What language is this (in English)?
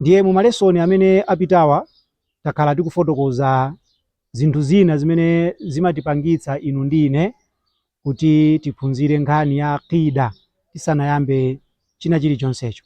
Nyanja